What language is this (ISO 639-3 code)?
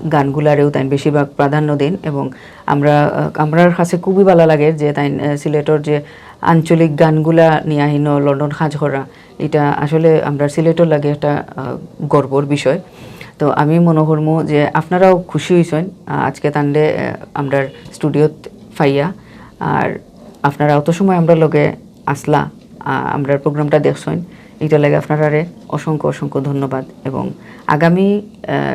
syl